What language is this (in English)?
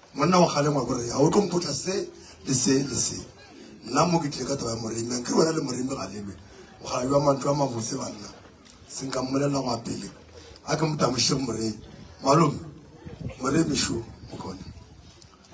Northern Sotho